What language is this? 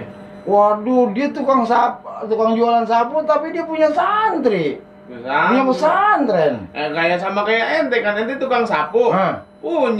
Betawi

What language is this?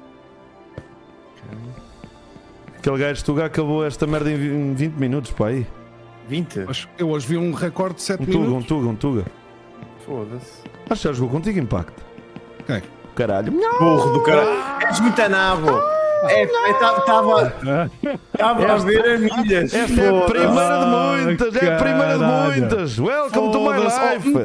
Portuguese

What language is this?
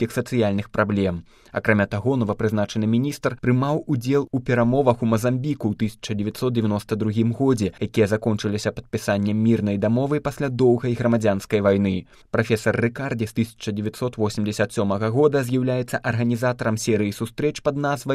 Belarusian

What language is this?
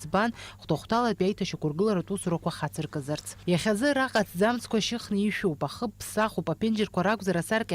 Abkhazian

